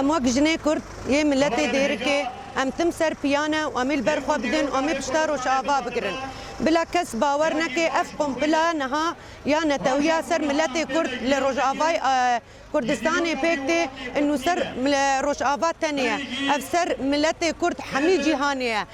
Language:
Kurdish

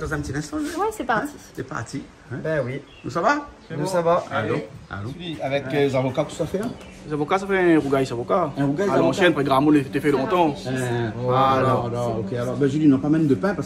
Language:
Réunion Creole French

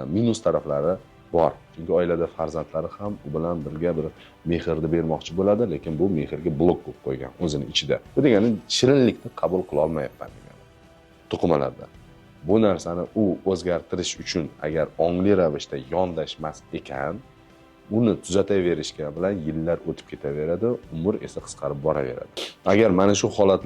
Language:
Uzbek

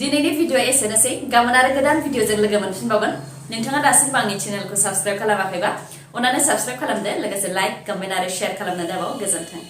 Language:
Bodo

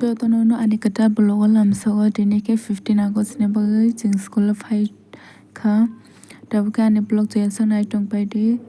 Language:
Kok Borok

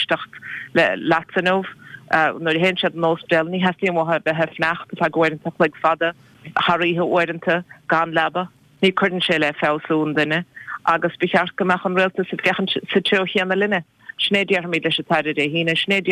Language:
Irish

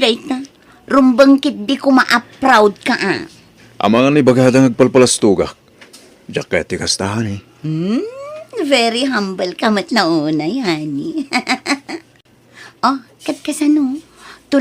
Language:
Iloko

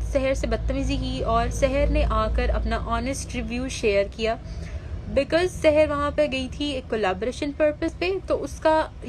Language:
Hindi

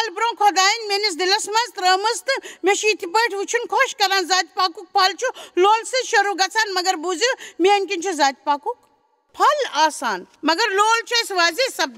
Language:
Kashmiri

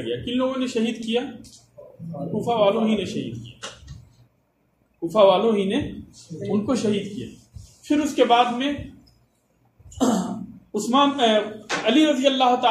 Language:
Urdu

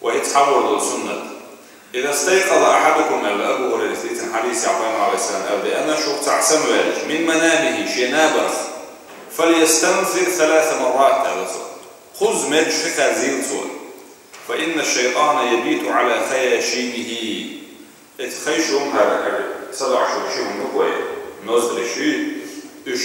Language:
Chechen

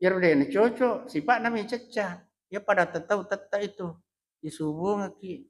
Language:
Buginese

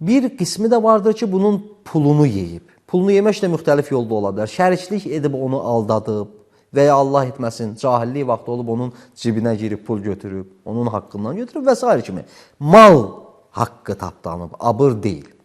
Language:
Azerbaijani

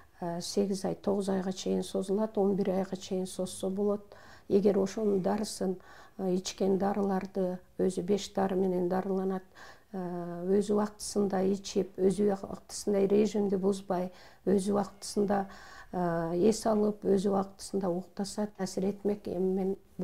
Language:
Kyrgyz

